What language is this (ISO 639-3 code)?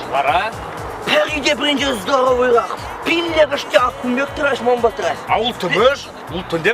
chv